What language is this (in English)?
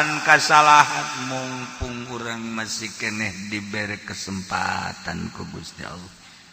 Sundanese